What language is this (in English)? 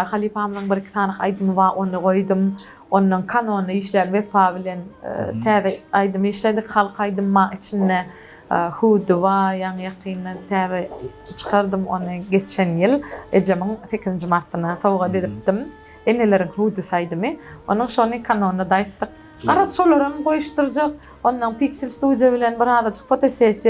Turkmen